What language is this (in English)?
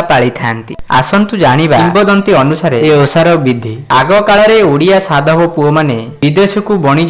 Odia